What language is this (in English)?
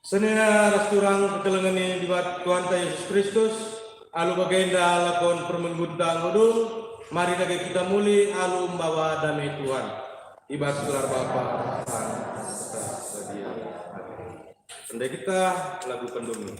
Batak Karo